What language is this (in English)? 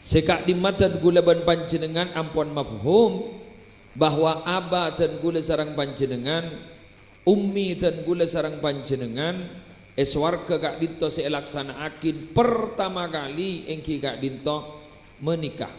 Madurese